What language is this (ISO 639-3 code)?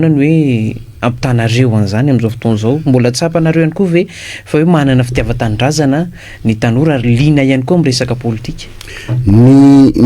mlg